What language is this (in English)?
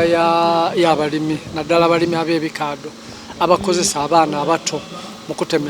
Soga